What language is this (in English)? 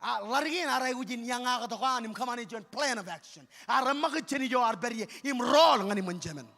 Marshallese